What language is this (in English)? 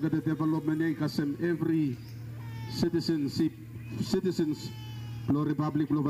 Bislama